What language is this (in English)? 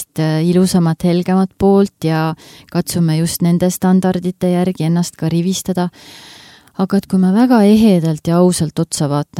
Estonian